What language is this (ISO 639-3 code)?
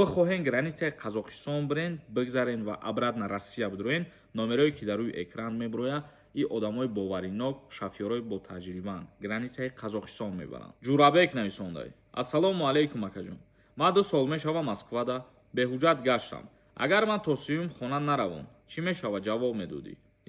tgk